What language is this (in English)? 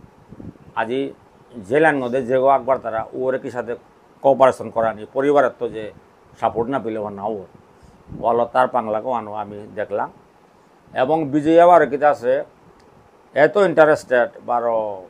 Bishnupriya